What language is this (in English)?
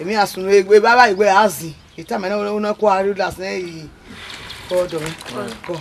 Bini